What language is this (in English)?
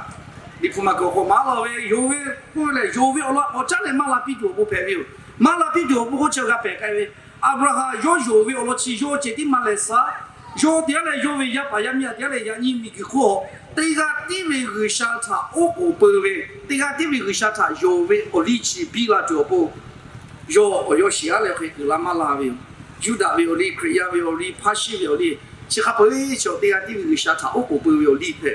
Lahu